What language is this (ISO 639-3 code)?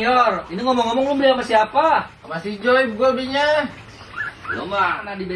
bew